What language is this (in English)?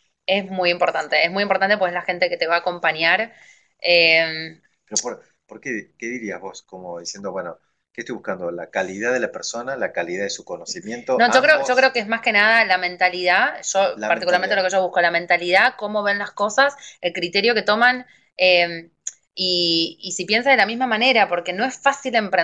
Spanish